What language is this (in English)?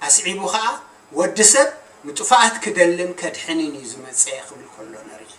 Tigrinya